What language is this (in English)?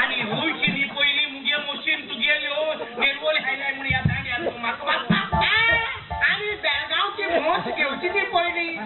Konkani